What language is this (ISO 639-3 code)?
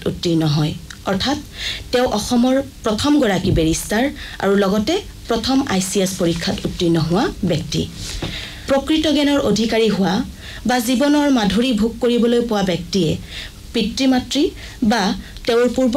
asm